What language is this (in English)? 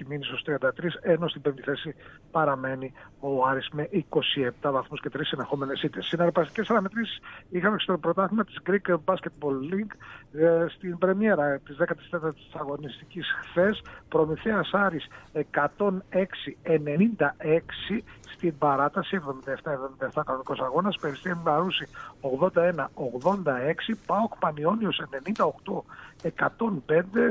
Greek